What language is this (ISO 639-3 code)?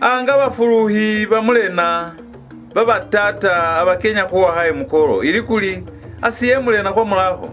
loz